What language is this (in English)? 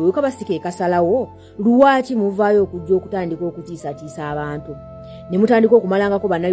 Ganda